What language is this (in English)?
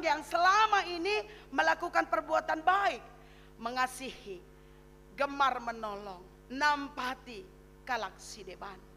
Batak Karo